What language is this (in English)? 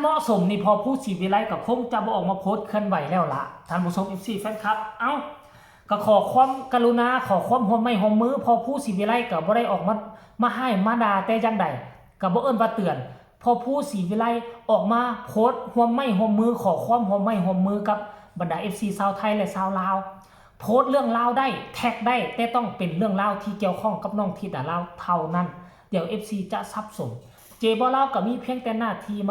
Northeastern Thai